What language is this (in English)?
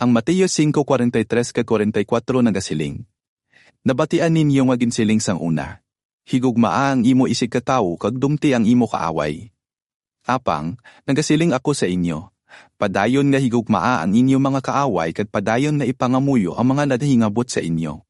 Hiligaynon